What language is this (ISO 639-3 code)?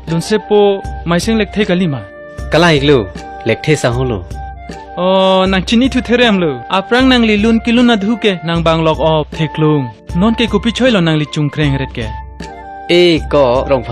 mjw